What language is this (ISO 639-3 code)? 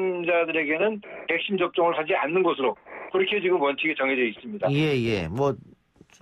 kor